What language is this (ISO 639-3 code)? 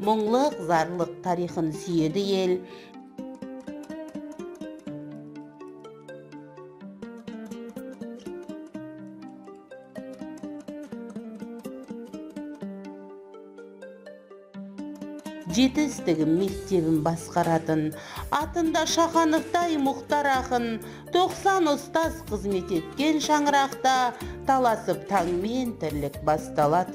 kaz